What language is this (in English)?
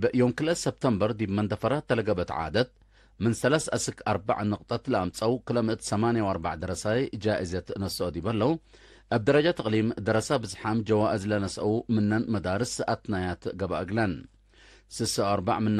Tigre